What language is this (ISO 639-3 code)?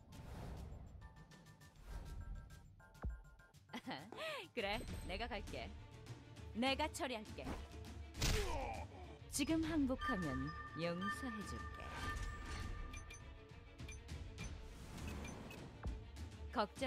kor